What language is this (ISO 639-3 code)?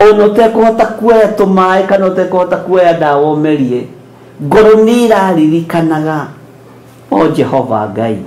kik